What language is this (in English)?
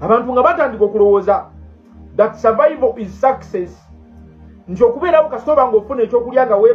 Ganda